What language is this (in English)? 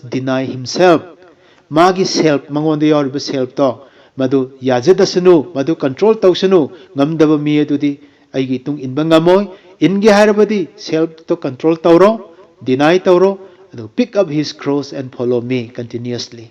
Manipuri